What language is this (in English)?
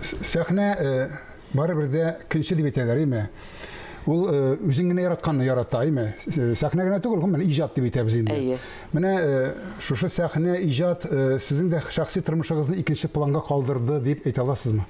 Tatar